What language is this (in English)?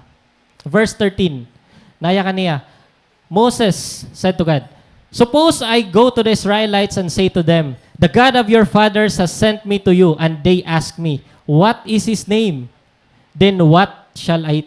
Waray